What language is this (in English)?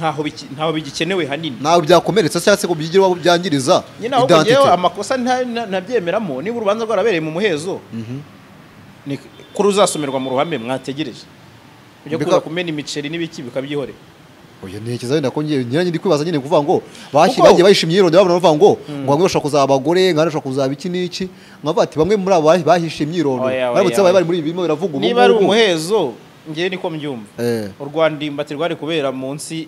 Kinyarwanda